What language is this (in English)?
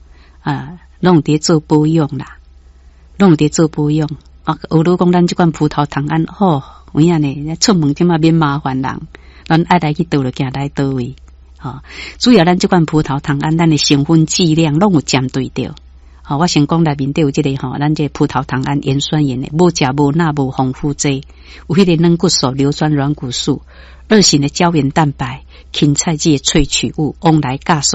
Min Nan Chinese